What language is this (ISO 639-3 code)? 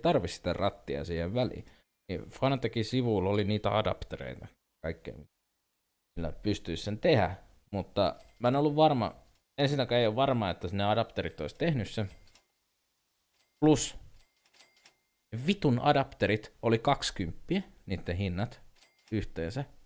fin